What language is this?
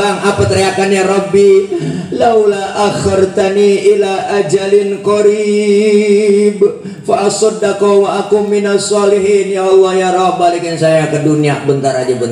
Betawi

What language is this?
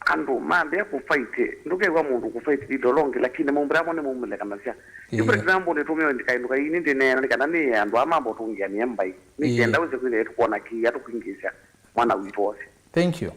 Kamba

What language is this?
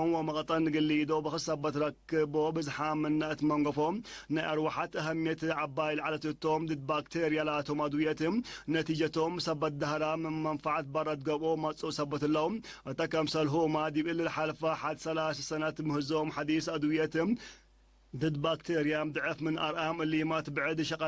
Tigre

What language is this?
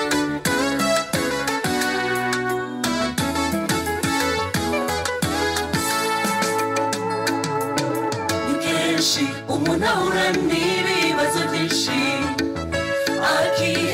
Kinyarwanda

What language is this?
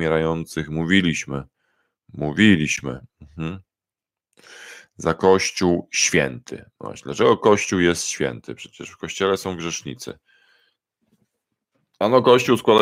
Polish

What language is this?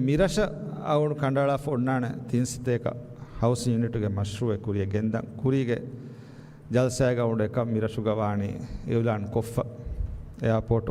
Divehi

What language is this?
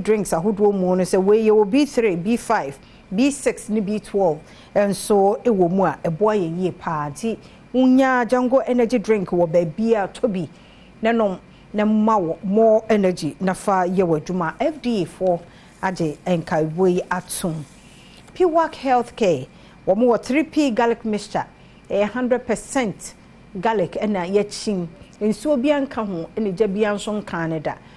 Akan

